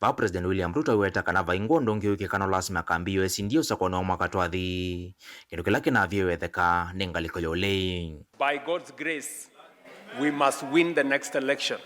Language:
Kamba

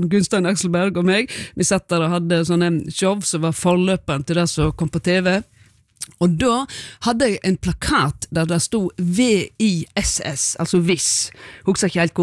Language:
Norwegian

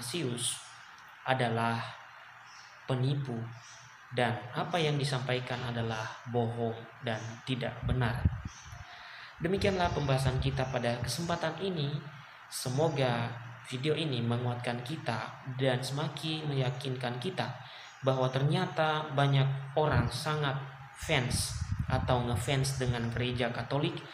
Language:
Indonesian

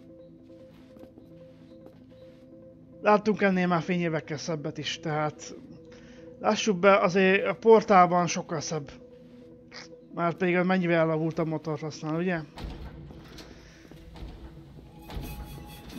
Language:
Hungarian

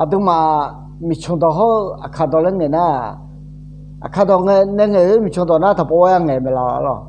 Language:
Akha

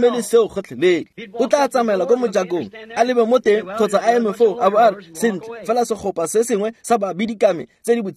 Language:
Tswana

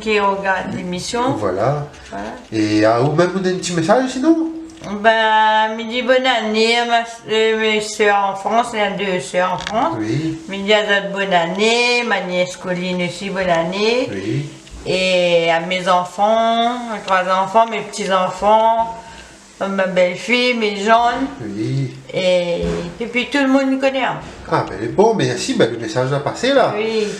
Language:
Réunion Creole French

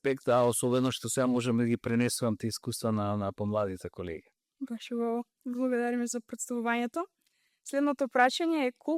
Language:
Macedonian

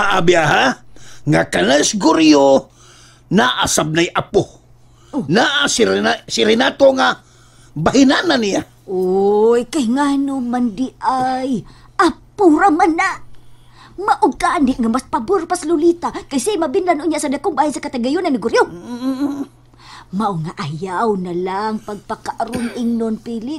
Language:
Cebuano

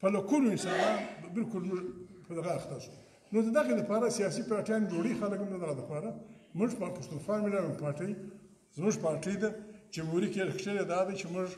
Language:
Pashto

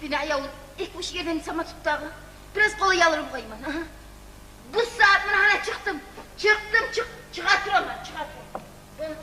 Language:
Kumyk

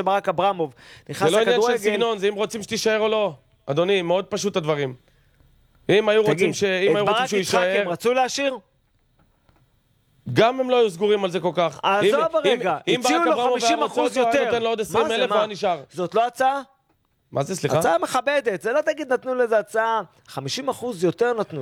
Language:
Hebrew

